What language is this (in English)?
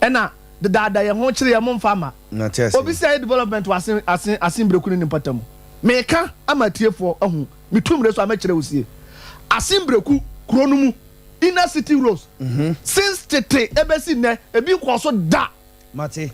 Akan